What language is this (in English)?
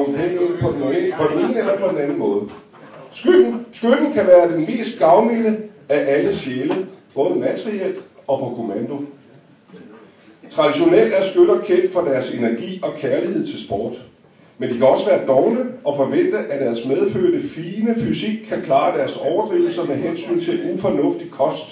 Danish